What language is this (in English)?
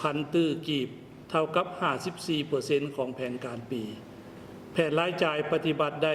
Lao